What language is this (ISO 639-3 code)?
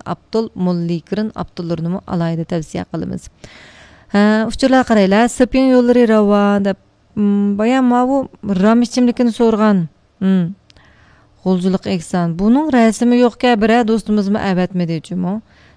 uig